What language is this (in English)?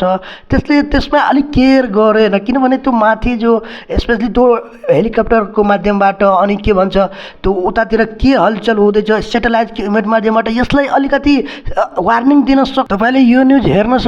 Nepali